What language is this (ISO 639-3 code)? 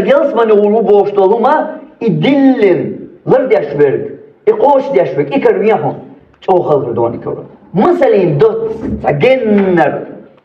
che